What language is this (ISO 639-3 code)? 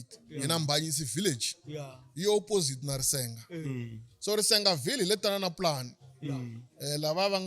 tso